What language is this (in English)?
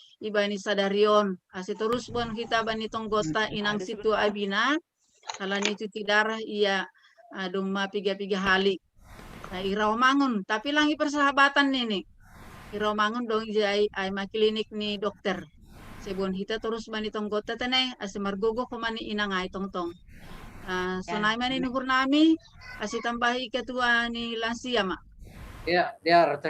Batak Simalungun